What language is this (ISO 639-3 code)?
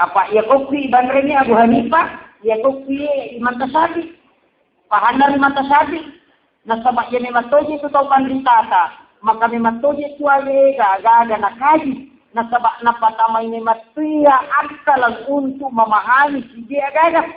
bug